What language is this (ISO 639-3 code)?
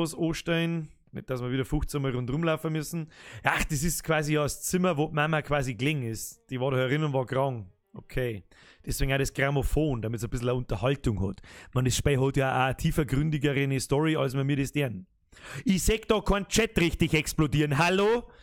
bar